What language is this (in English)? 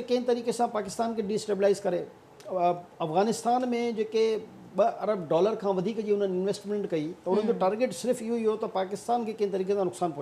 Sindhi